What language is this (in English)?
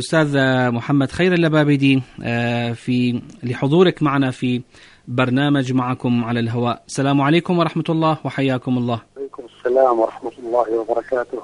Arabic